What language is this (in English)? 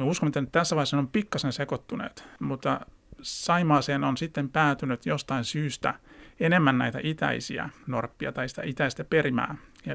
Finnish